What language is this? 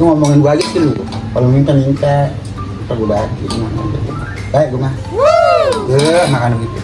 Betawi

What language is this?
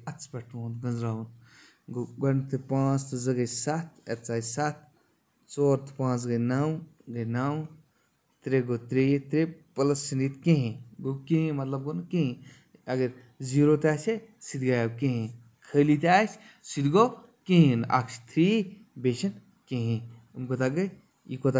Kashmiri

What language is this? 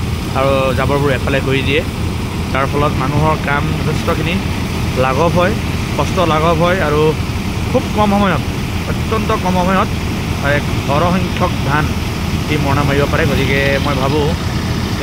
Assamese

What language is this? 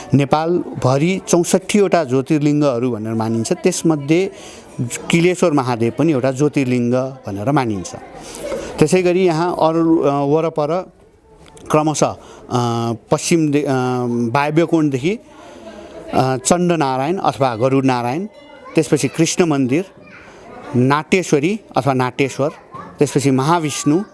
Nepali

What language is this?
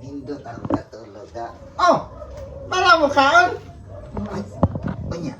Cebuano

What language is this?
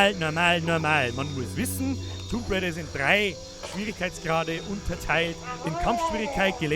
Bavarian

